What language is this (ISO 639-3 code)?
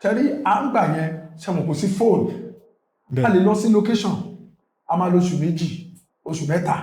yor